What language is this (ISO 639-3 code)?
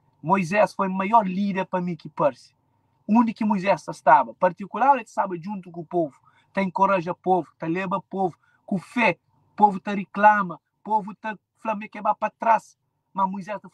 kea